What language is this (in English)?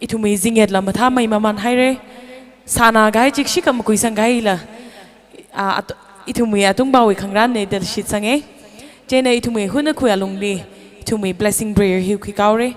Tangkhul Naga (India)